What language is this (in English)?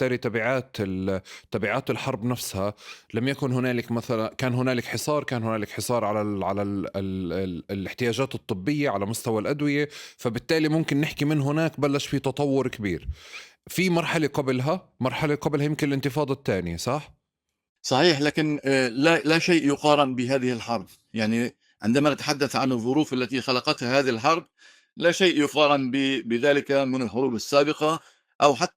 North Levantine Arabic